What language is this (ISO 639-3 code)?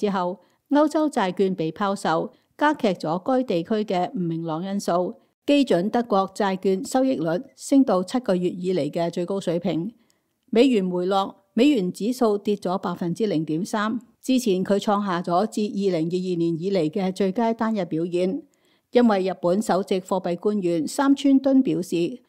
yue